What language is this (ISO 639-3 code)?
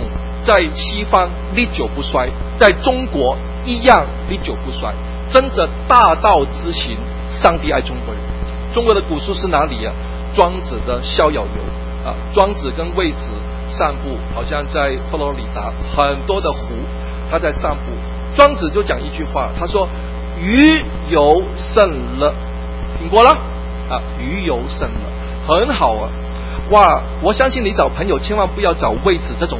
zho